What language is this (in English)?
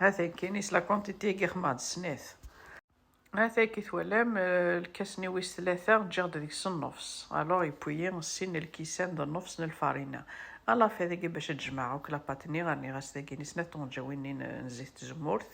Kabyle